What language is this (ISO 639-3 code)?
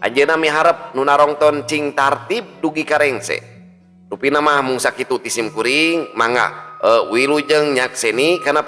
sun